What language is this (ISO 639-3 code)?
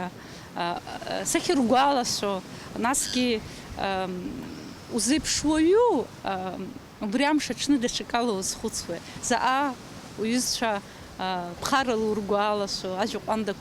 abk